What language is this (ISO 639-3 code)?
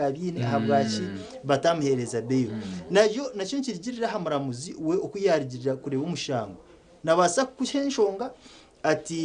nyn